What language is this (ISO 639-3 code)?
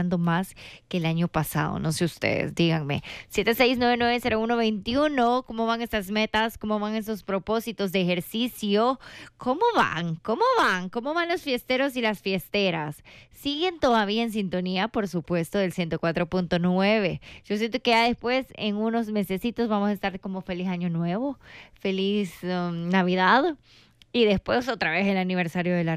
spa